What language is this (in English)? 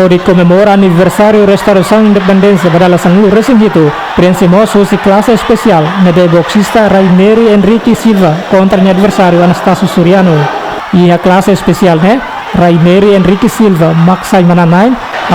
Tetum